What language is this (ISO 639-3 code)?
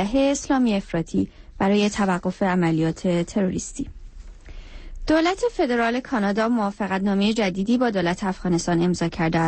fas